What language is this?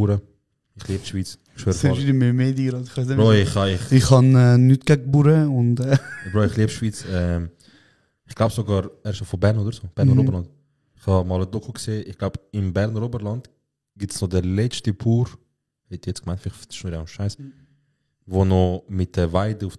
Swiss German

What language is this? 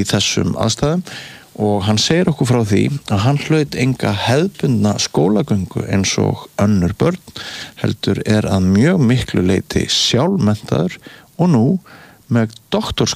Icelandic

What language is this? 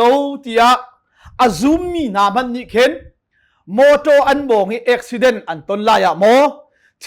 Hakha Chin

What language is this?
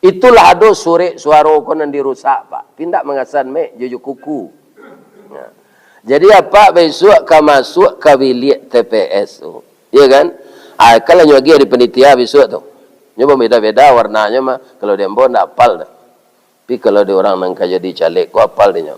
Minangkabau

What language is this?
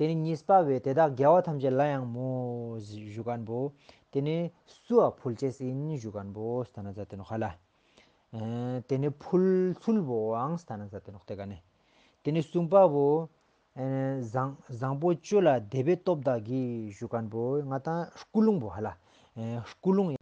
Ladakhi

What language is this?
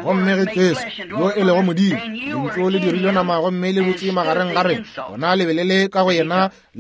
Northern Sotho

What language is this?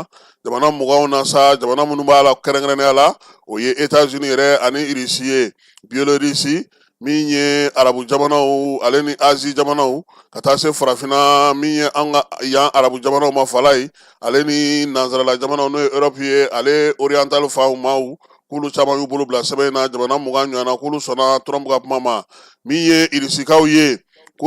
Bambara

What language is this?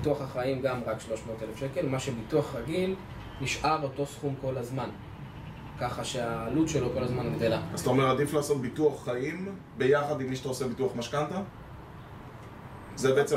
Hebrew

